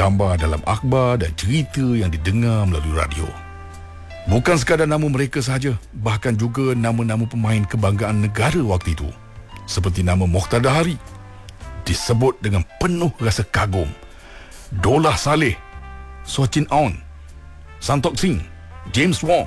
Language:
Malay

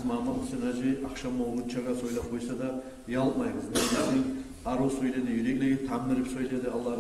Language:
Kumyk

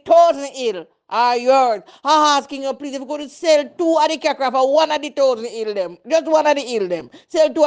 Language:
Jamaican Creole English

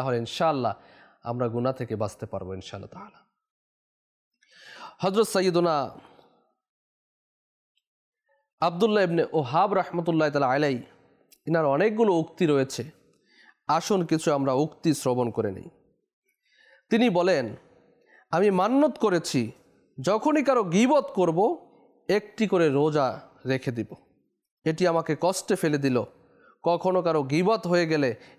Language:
Bangla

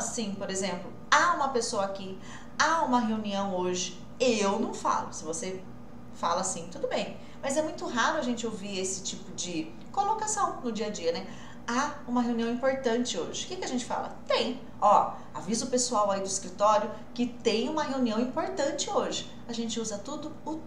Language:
Portuguese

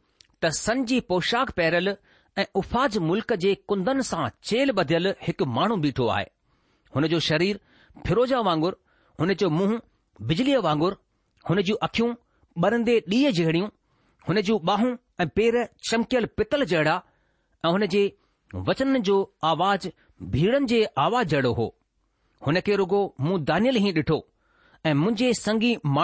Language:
Sindhi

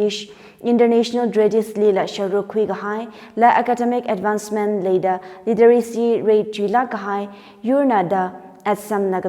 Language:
Tangkhul Naga (India)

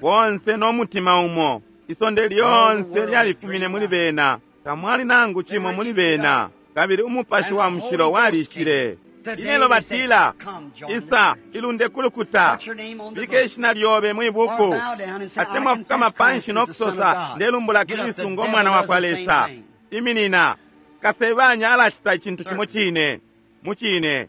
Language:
Bemba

